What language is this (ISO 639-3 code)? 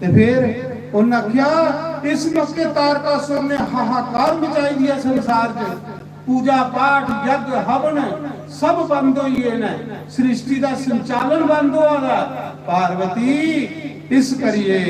doi